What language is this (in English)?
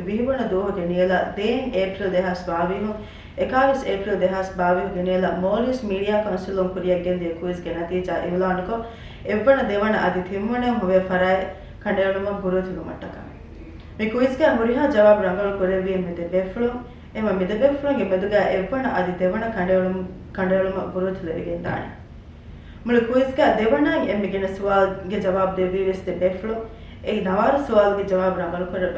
Divehi